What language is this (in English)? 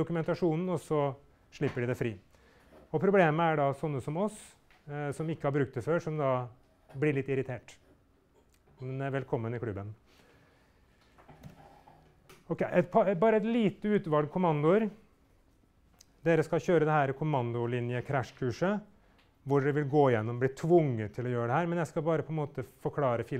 Norwegian